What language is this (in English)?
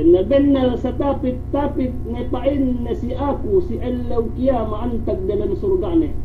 Yakan